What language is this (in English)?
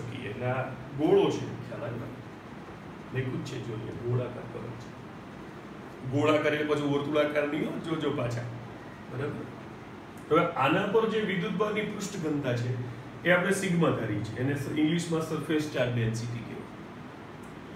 Gujarati